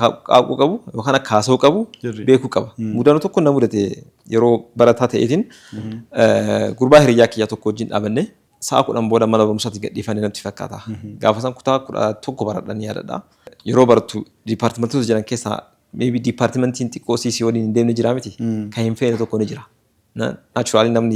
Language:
Oromo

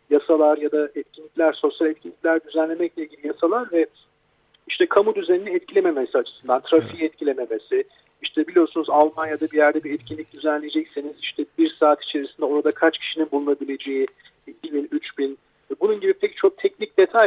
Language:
Turkish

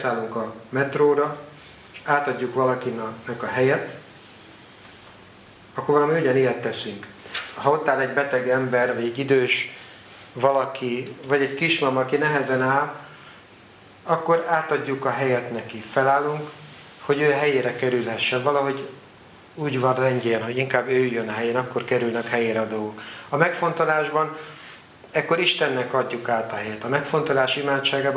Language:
Hungarian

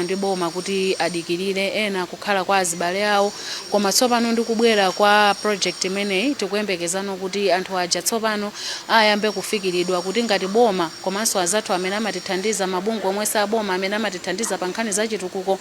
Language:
Nyanja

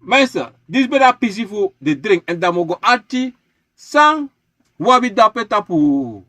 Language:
Sranan Tongo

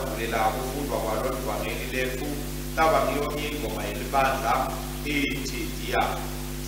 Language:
Swati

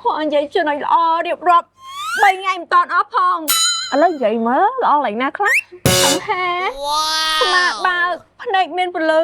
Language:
Khmer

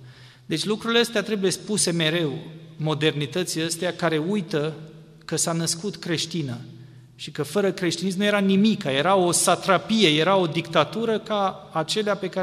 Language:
Romanian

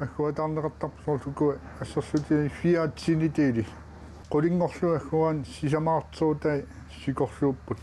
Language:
Kalaallisut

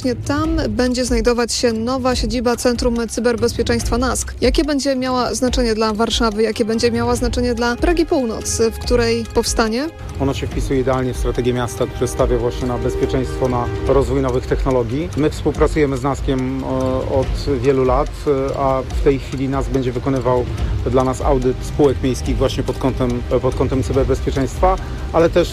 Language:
Polish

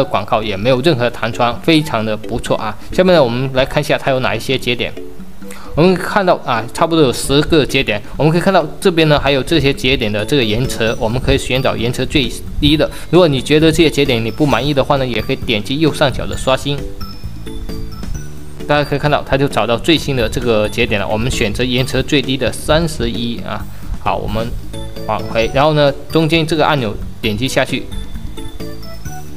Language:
Chinese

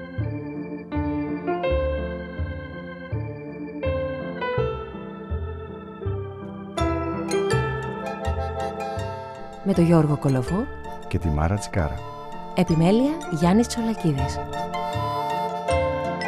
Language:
Greek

